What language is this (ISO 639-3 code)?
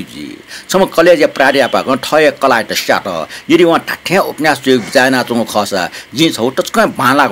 new